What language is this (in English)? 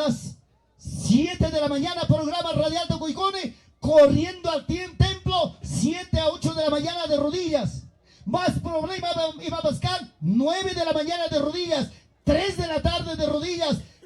Ayacucho Quechua